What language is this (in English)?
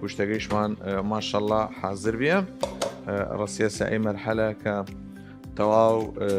Southern Kurdish